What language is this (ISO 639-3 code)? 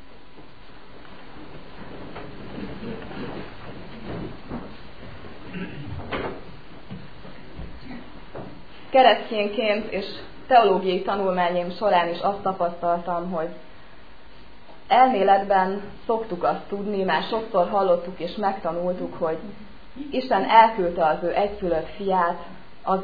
hun